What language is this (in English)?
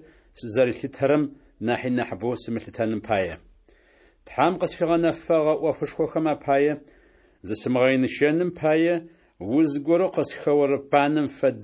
Adyghe